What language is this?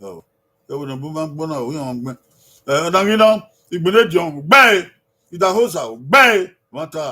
Bini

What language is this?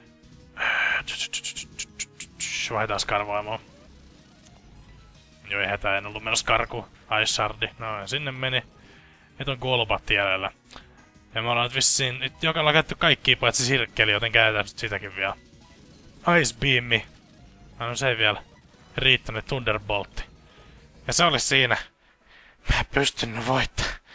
Finnish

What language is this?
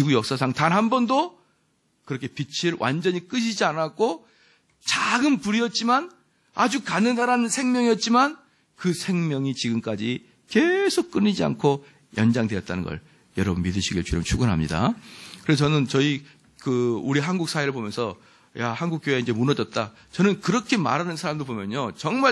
Korean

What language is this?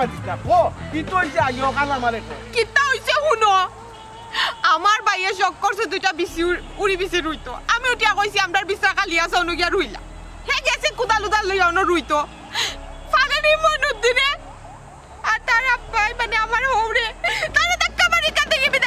Sylheti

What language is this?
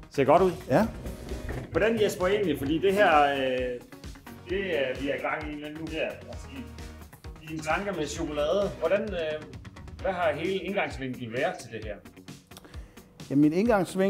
Danish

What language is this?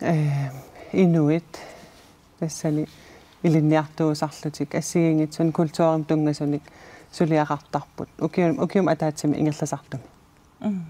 Kalaallisut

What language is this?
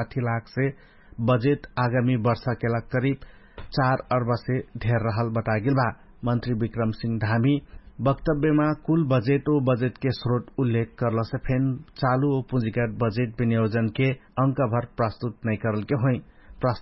Dangaura Tharu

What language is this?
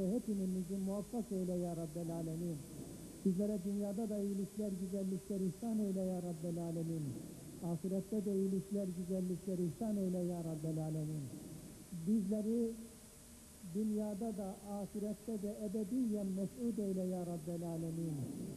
Turkish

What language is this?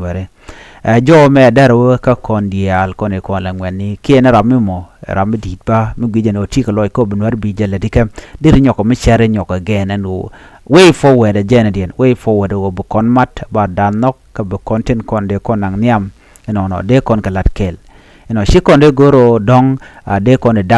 Nuer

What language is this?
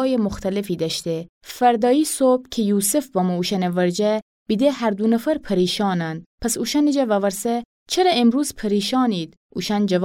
Gilaki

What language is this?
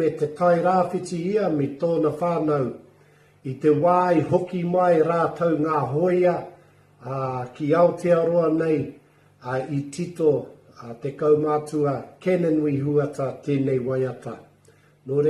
Māori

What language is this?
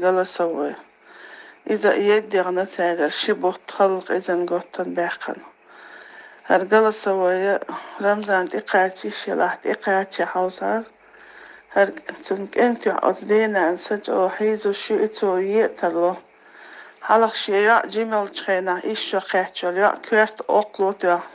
Chechen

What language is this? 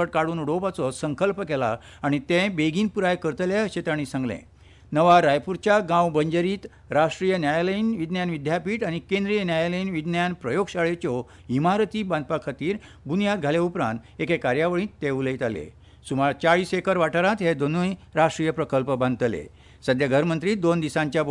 Konkani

